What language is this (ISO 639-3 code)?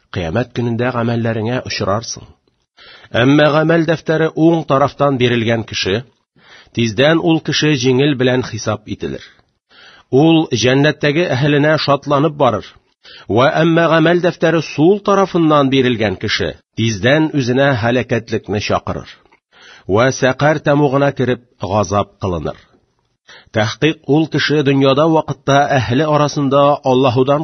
tat